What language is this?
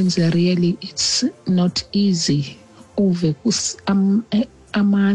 Xhosa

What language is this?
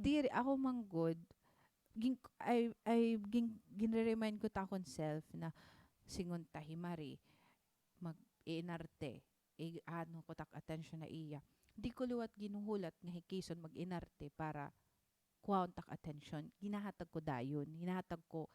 Waray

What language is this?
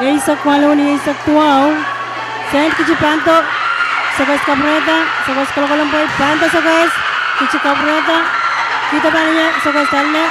Pohnpeian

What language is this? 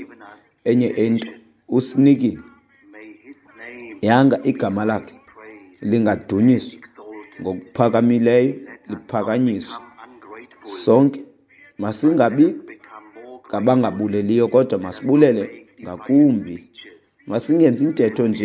Xhosa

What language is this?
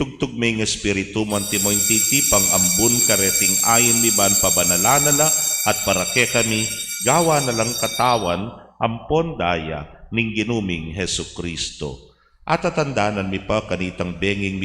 Pampanga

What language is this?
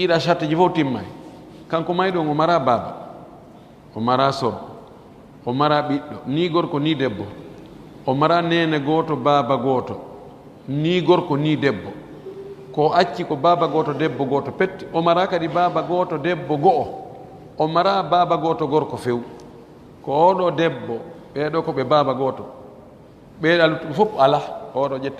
Fula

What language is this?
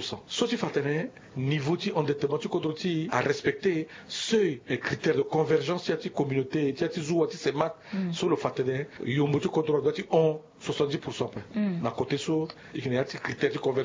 Sango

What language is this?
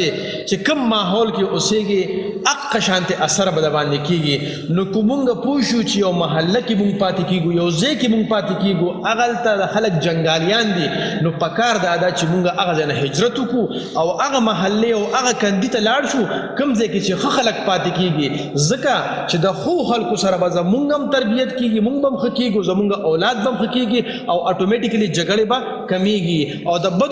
Pashto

